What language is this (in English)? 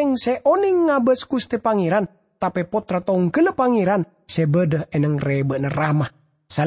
Madurese